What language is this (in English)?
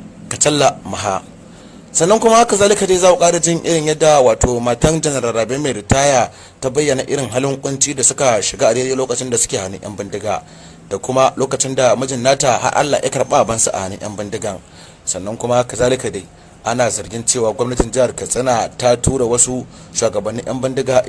Hausa